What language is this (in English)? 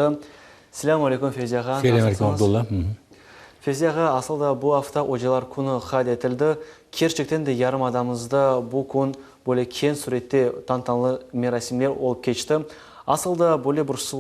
Crimean Tatar